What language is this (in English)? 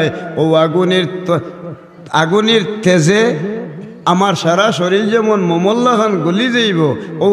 Sylheti